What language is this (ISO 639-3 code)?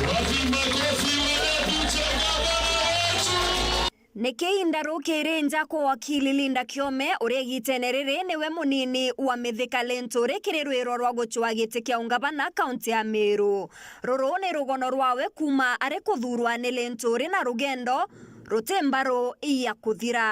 mer